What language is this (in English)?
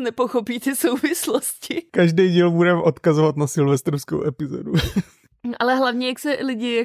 Czech